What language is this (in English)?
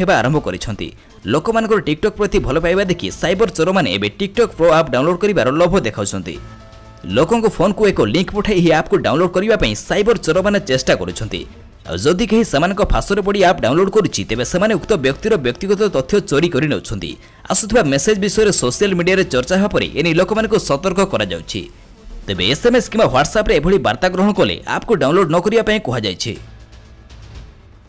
Odia